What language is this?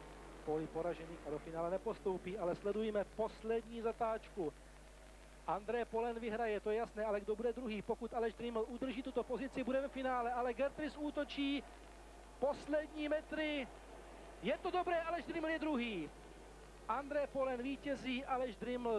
Czech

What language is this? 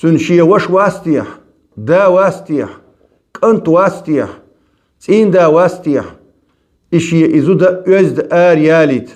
Chechen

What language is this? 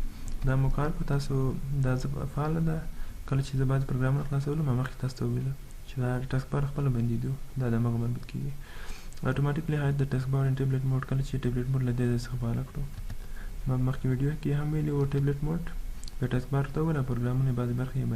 Pashto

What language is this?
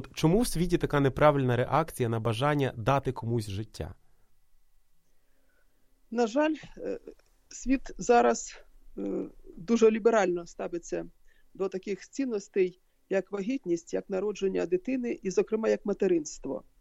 Ukrainian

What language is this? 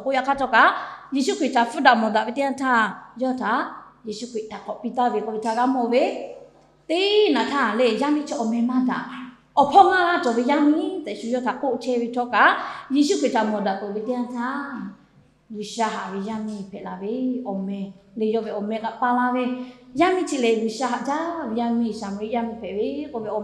Lahu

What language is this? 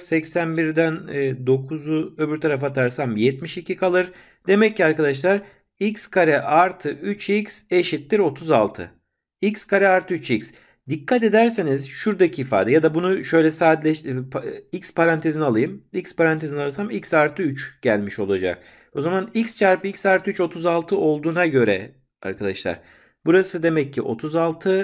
Turkish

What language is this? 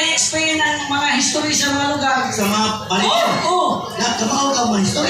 Cebuano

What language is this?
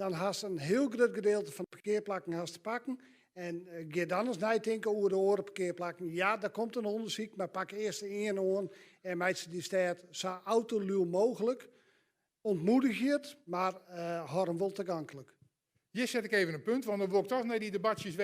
Western Frisian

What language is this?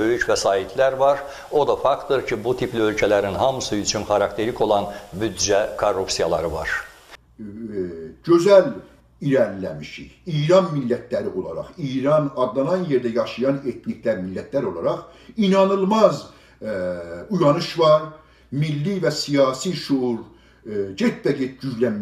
South Azerbaijani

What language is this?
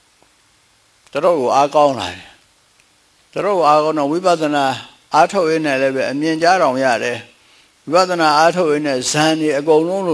Burmese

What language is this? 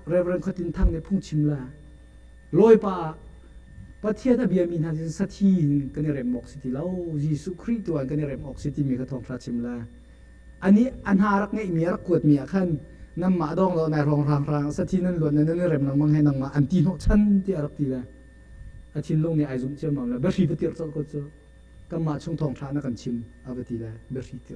Hakha Chin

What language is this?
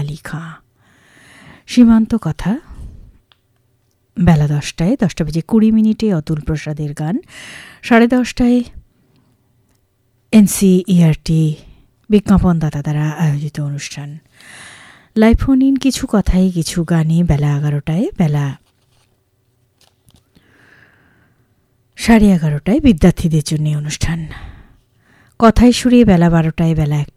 Bangla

